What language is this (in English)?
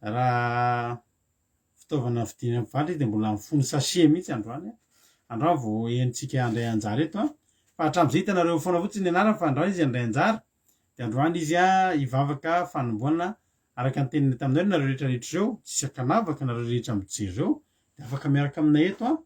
Malagasy